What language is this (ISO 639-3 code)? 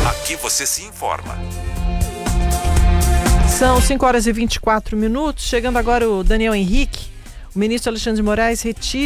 por